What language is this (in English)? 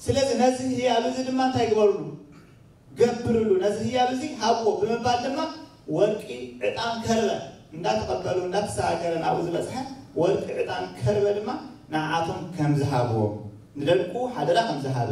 Tigrinya